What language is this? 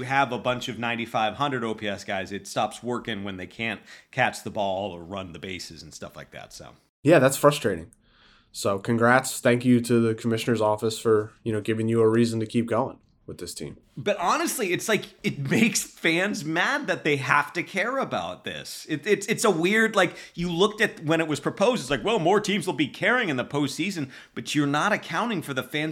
English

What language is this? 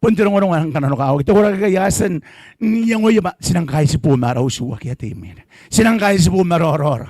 Gilbertese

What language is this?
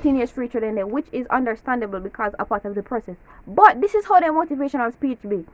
Jamaican Creole English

